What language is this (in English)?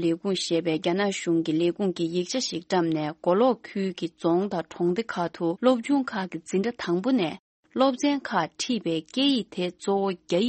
Tibetan